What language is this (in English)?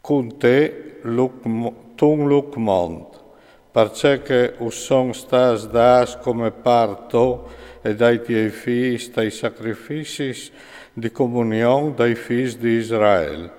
Friulian